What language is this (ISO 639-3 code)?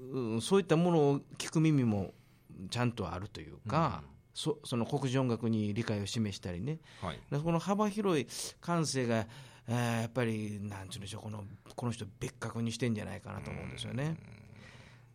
jpn